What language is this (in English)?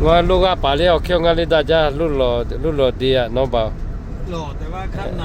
Lahu